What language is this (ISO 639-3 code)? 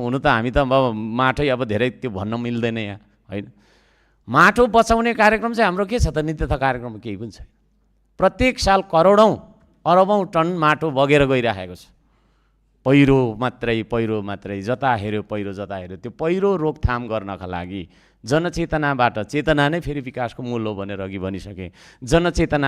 nep